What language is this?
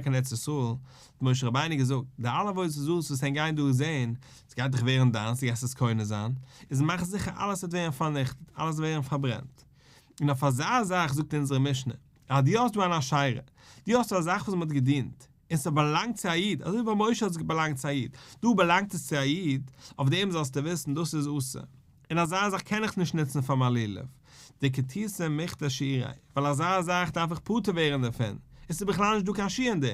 Yiddish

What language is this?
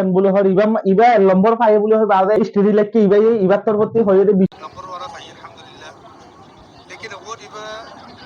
Rohingya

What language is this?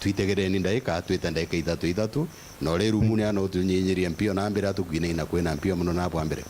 Meru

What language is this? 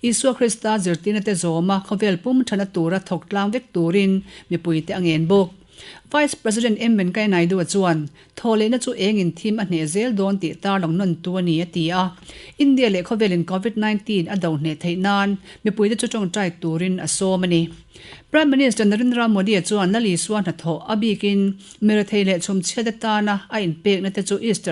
Mizo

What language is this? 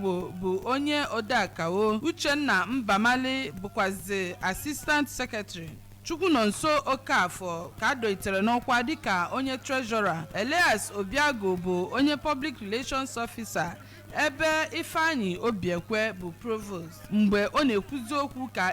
Igbo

